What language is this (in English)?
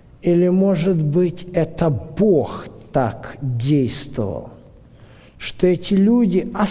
Russian